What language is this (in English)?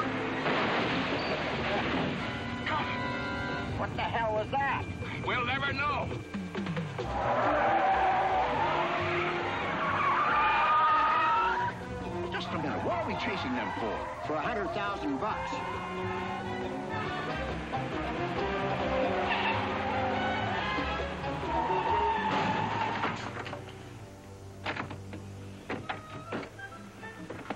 English